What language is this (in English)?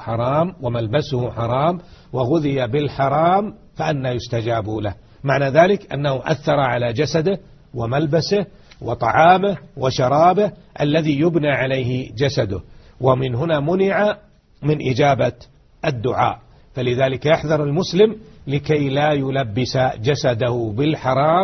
Arabic